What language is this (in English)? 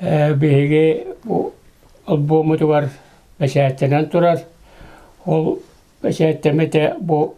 Yakut